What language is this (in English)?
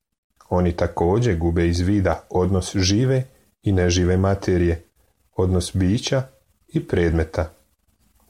Serbian